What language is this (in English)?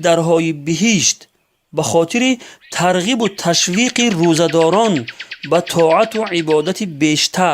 Tajik